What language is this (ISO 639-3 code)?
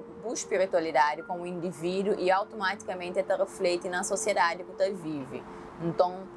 kea